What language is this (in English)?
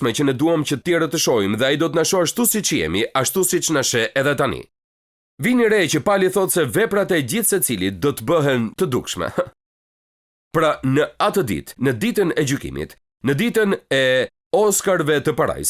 Albanian